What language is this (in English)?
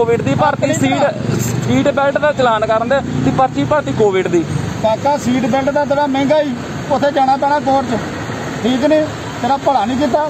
Punjabi